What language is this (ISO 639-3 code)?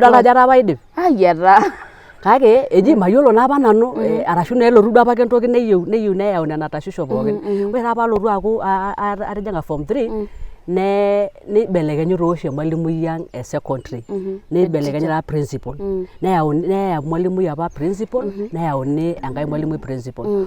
mas